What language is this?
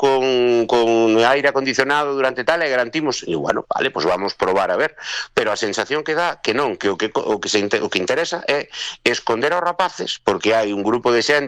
Galician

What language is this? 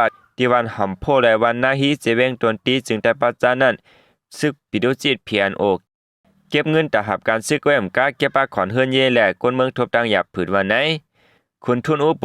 Shan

